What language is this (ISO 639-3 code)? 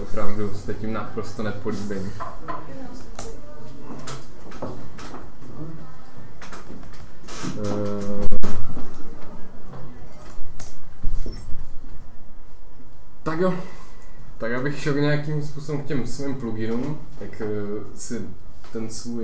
ces